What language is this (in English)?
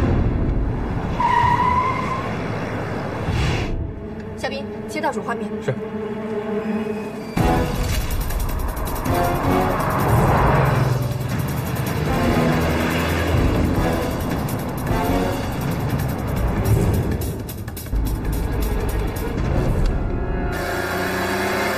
Chinese